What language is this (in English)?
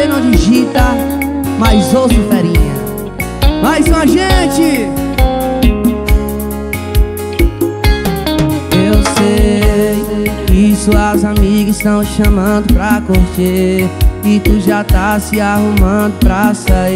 Portuguese